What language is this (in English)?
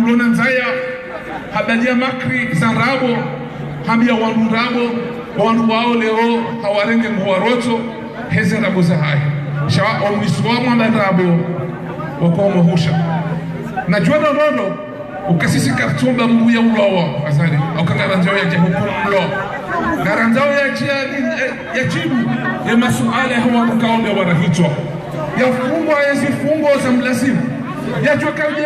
Ngazidja Comorian